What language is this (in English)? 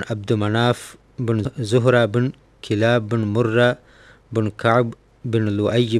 Divehi